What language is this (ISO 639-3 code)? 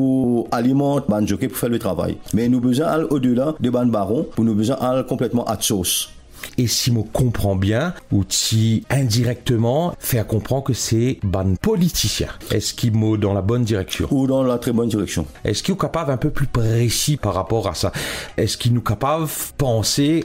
mfe